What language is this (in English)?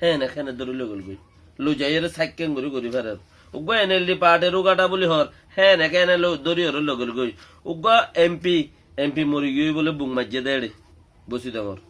Rohingya